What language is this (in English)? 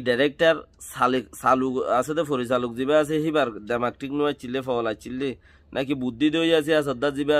Rohingya